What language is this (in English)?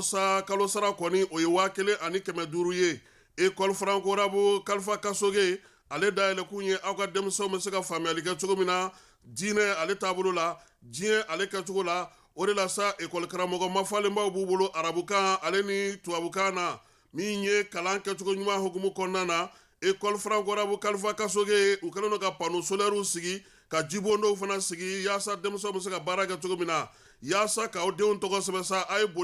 Bambara